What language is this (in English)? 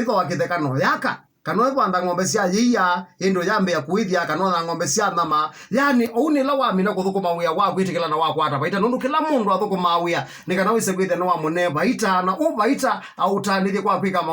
Kamba